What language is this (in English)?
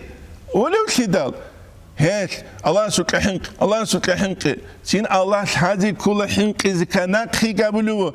Avaric